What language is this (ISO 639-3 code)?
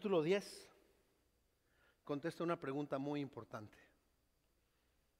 spa